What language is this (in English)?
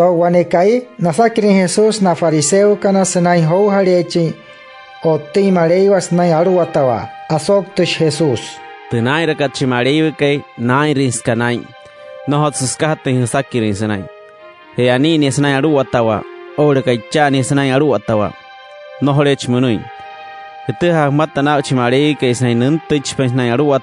Wayuu